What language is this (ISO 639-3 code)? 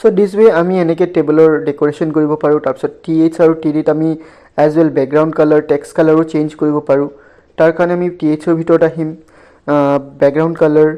asm